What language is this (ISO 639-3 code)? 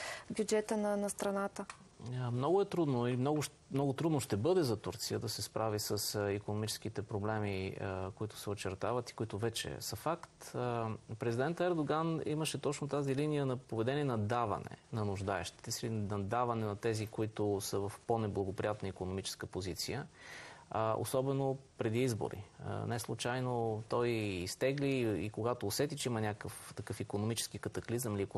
bul